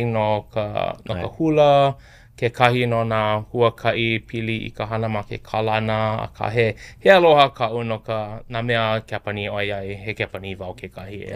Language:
Hawaiian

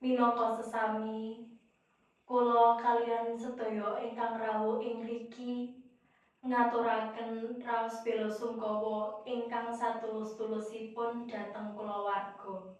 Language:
Javanese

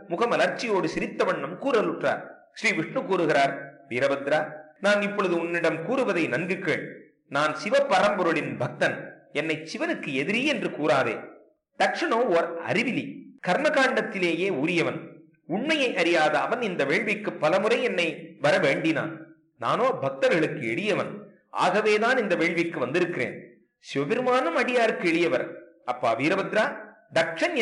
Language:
Tamil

